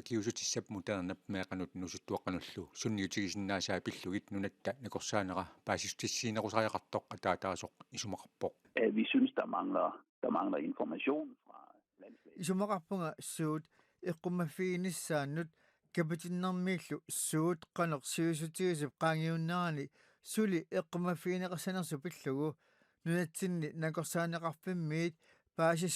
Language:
Kalaallisut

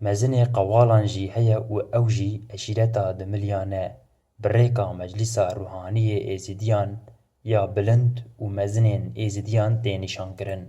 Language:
Kurdish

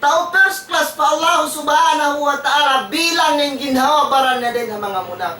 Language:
Tausug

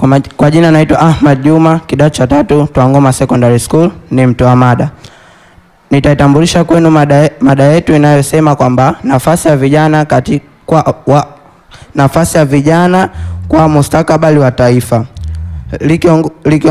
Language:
Swahili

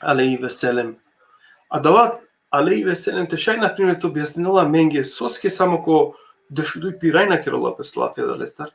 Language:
Balkan Romani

